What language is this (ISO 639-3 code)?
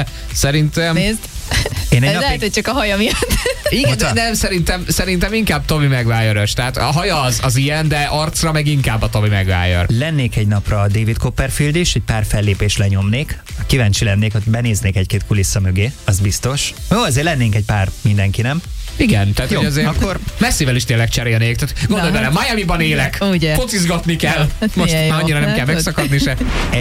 hun